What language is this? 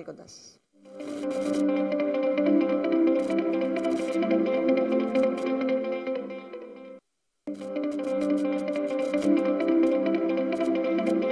Greek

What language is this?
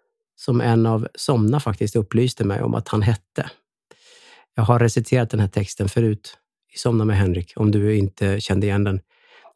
Swedish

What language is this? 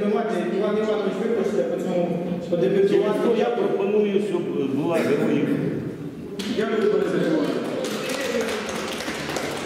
Ukrainian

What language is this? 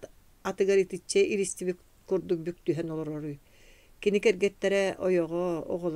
Yakut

